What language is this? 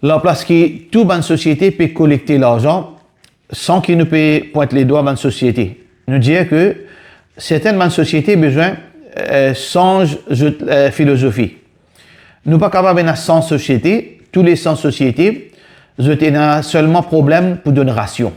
Morisyen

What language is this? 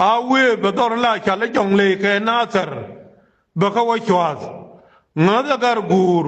Nuer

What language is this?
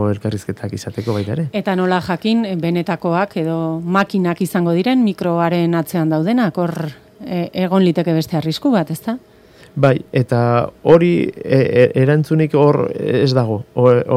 Basque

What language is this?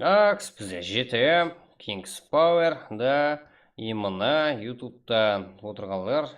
Kara-Kalpak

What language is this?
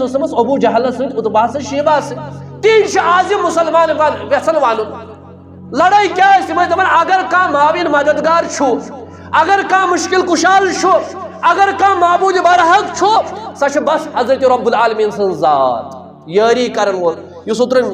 Kashmiri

